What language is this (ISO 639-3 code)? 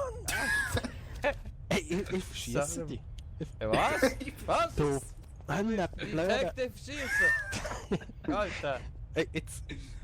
gsw